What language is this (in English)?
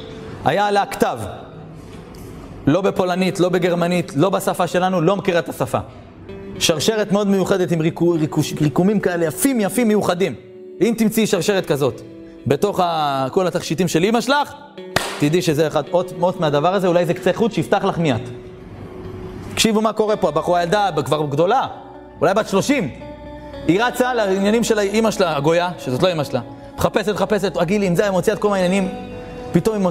Hebrew